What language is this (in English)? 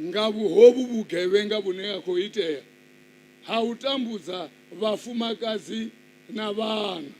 Venda